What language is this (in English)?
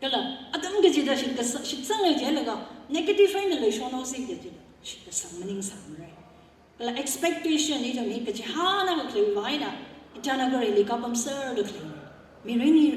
Tangkhul Naga (India)